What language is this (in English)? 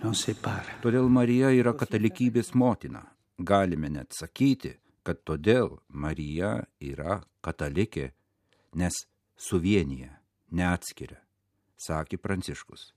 Lithuanian